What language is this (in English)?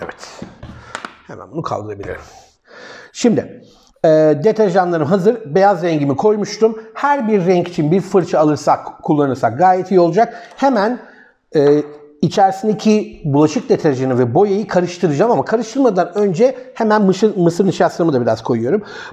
Turkish